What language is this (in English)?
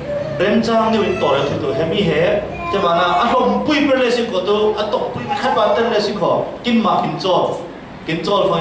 Falam Chin